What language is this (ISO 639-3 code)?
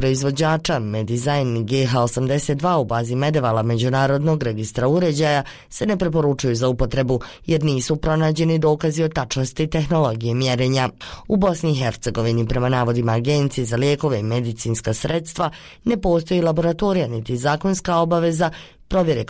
bos